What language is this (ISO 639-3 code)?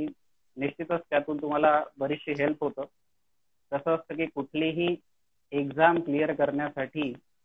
mar